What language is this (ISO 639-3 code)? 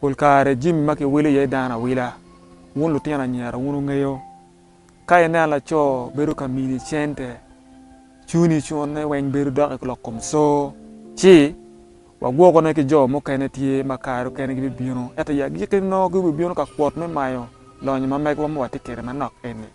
ach